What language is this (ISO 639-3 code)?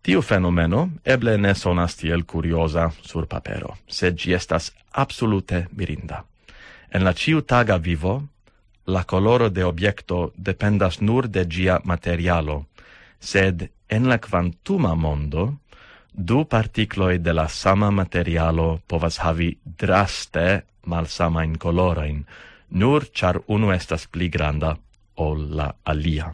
epo